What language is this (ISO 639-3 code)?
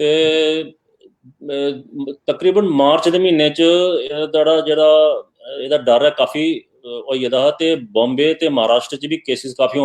doi